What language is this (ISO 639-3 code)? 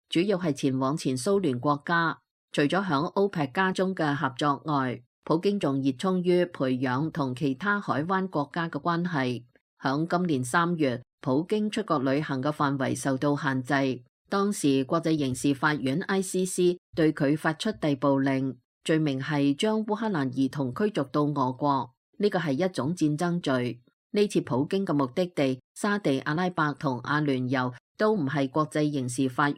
yue